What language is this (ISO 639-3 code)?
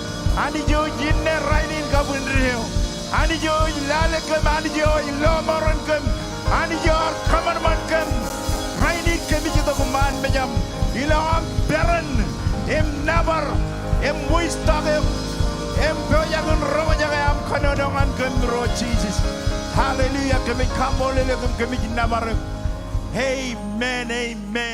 mah